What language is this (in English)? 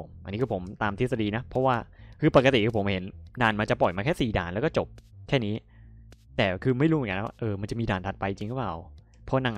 Thai